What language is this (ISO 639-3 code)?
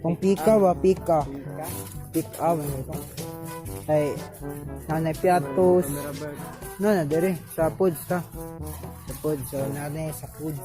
ceb